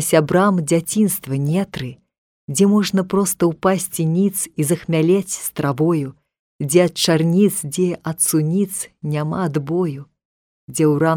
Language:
Belarusian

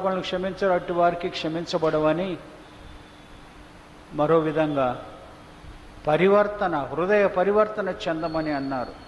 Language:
Telugu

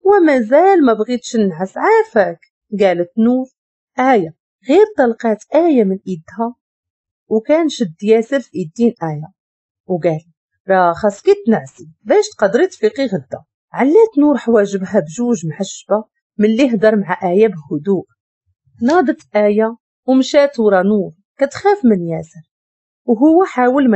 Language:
Moroccan Arabic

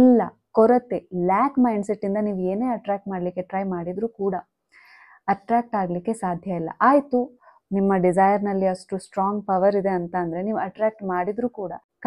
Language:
Kannada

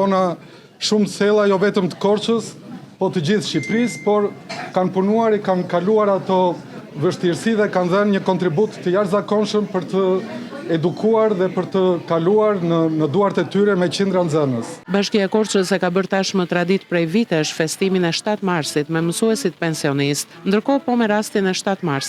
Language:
Albanian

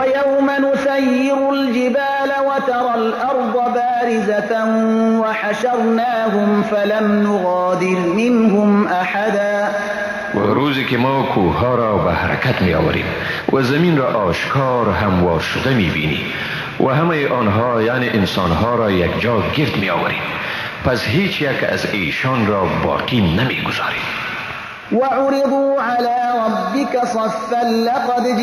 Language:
Persian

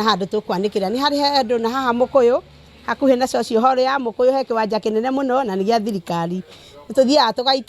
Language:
Kikuyu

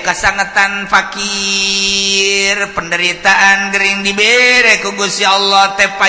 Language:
Sundanese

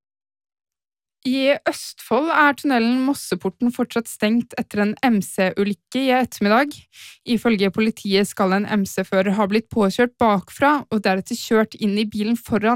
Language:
Norwegian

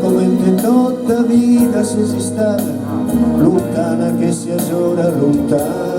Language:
Sardinian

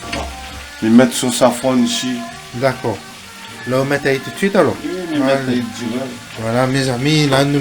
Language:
Réunion Creole French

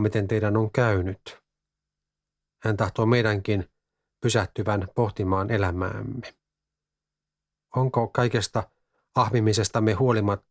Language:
Finnish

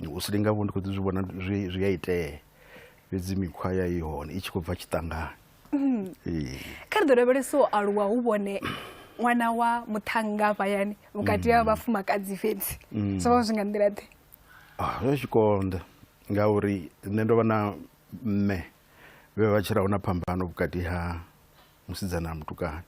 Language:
Venda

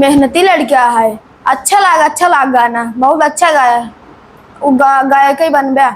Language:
Awadhi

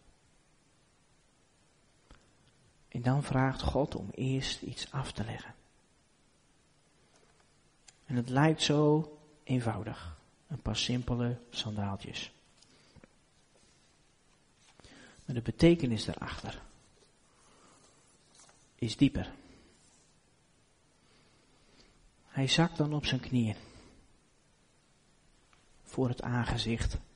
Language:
Dutch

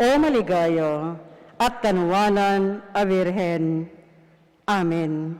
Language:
Pampanga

